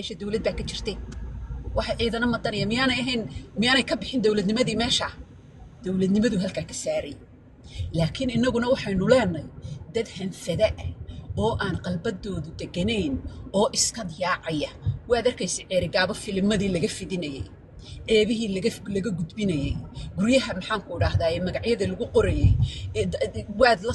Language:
Somali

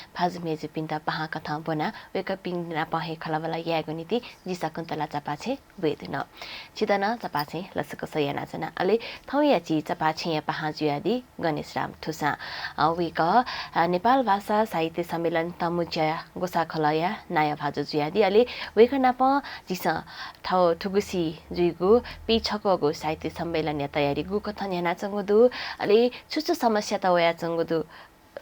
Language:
Newari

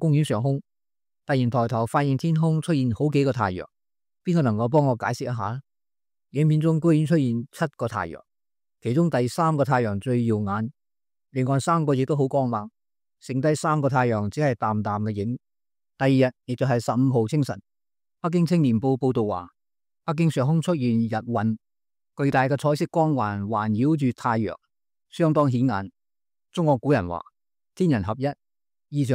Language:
Cantonese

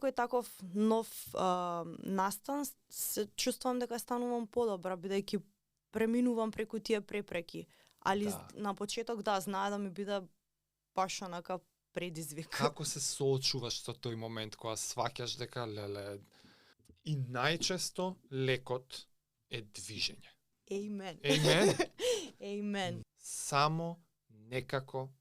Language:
Macedonian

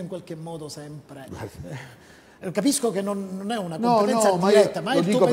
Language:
Italian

